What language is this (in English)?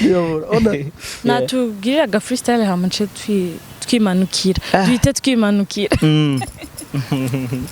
Rundi